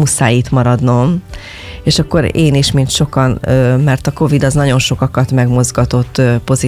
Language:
Hungarian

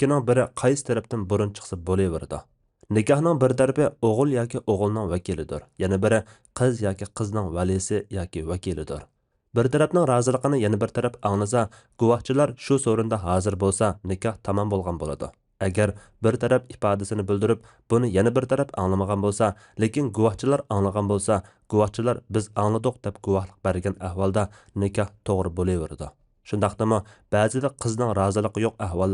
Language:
Uyghur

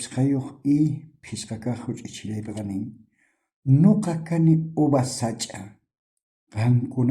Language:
South Bolivian Quechua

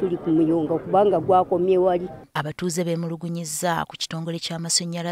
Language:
Ganda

